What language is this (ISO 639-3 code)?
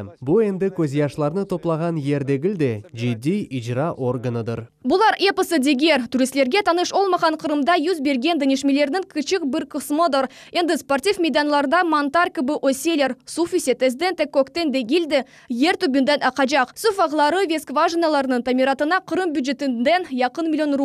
crh